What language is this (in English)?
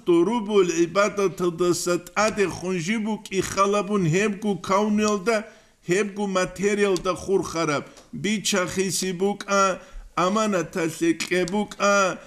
Avaric